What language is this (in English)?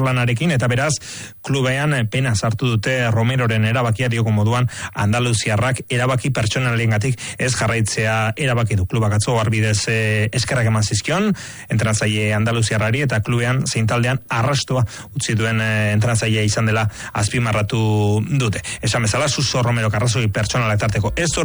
Basque